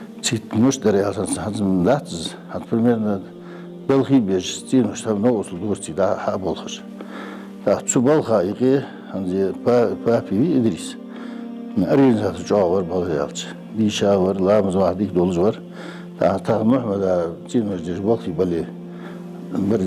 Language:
Ingush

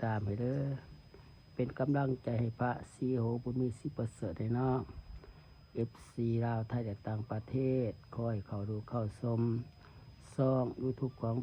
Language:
Lao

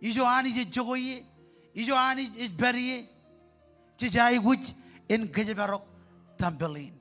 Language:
Marshallese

